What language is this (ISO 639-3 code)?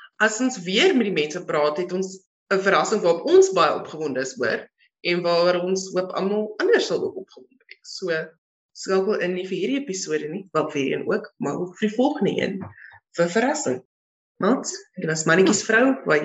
afr